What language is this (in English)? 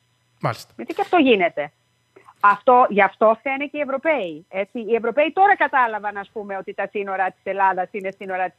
Greek